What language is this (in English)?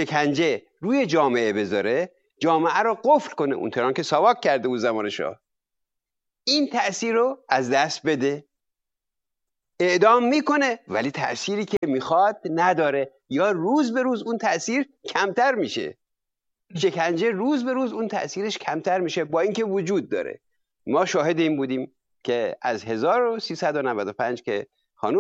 Persian